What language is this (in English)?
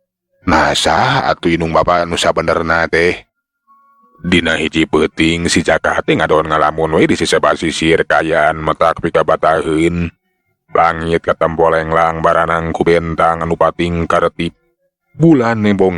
Sundanese